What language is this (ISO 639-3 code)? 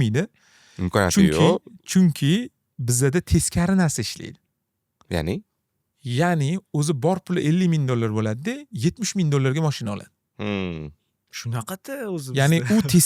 uzb